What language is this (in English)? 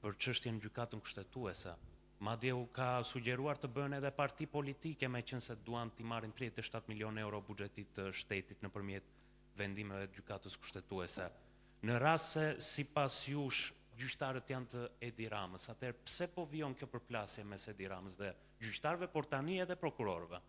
Albanian